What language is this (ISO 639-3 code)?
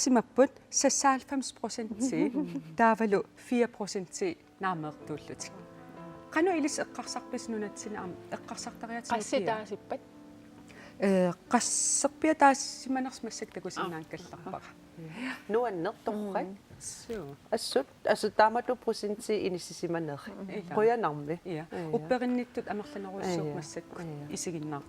kal